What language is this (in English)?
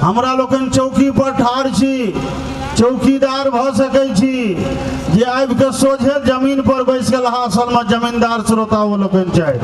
Maithili